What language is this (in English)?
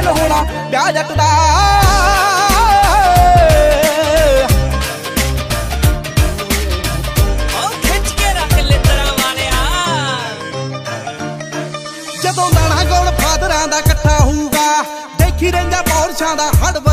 Punjabi